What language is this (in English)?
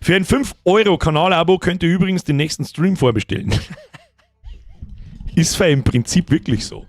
Bavarian